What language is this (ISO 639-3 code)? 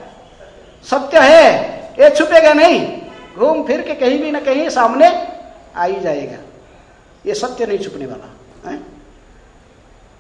hin